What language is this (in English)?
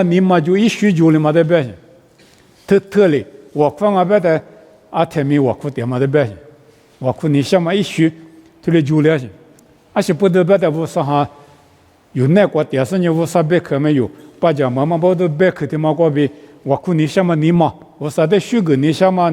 Lisu